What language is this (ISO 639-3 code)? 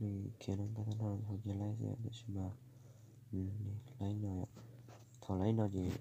hmn